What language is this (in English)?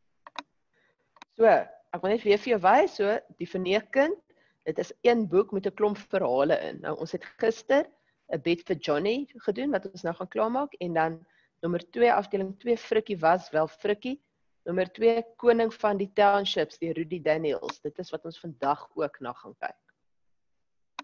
Afrikaans